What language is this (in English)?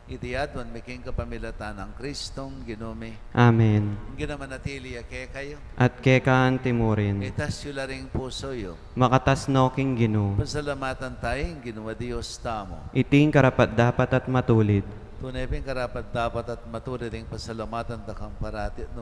Pampanga